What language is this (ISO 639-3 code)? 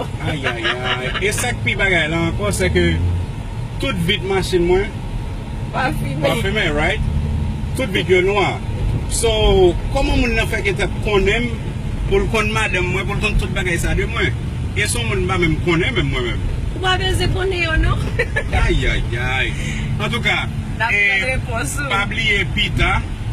hat